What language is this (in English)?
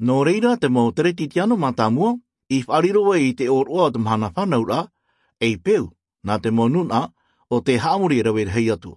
Tahitian